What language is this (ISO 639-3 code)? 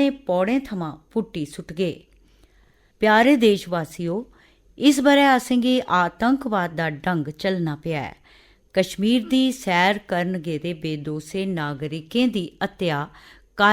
doi